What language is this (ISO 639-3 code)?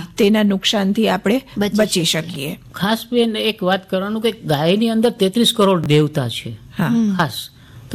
guj